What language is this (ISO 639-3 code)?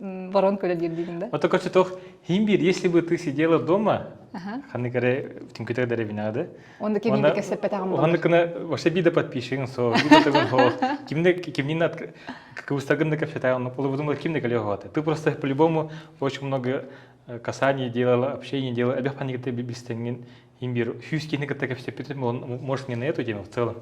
sah